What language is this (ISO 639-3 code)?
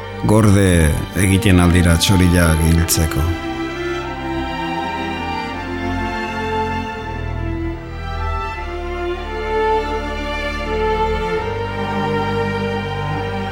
eus